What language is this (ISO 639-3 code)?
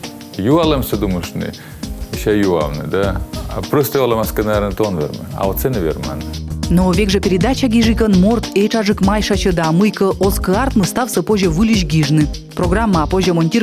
kom